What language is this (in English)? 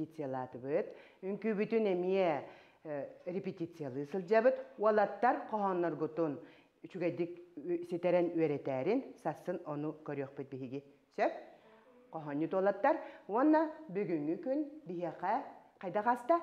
Yakut